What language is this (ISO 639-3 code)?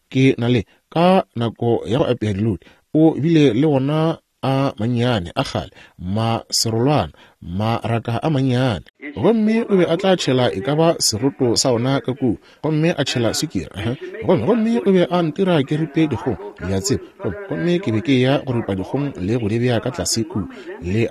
nso